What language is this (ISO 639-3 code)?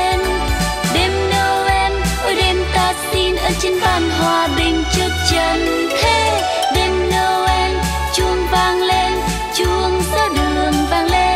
vie